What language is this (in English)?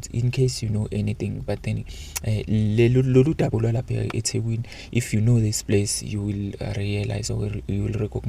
Zulu